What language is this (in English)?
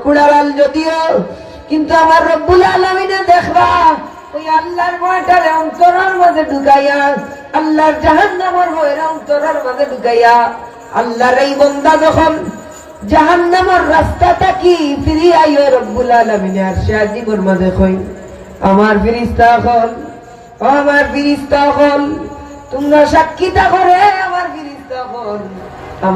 Sylheti